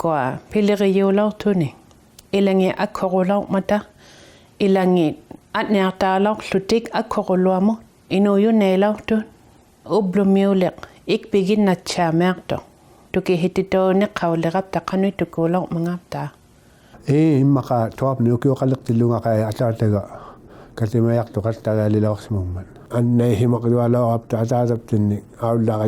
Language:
Inuktitut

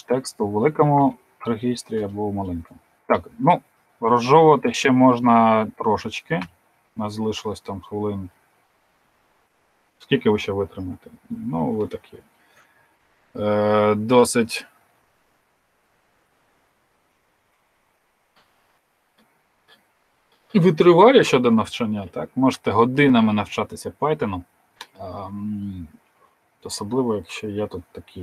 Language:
Ukrainian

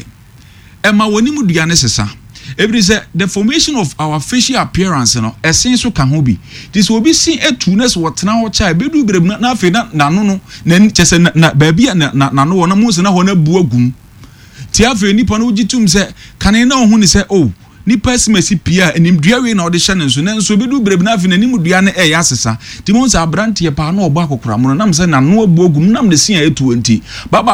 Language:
Akan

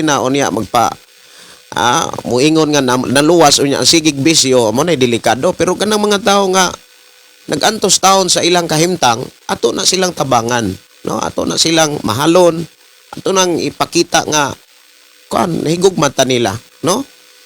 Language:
Cebuano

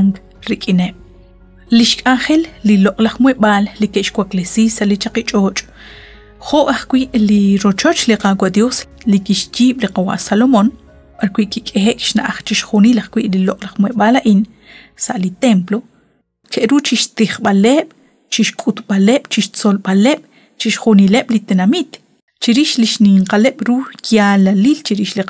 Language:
Kekchí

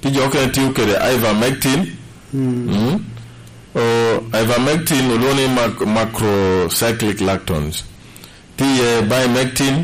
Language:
Lango (Uganda)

